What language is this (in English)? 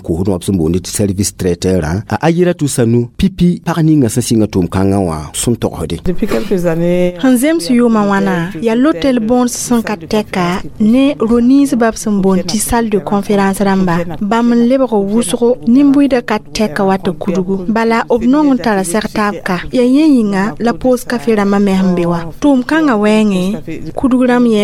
Mossi